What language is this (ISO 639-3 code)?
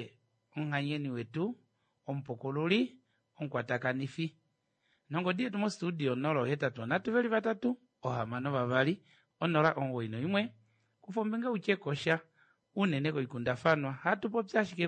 kua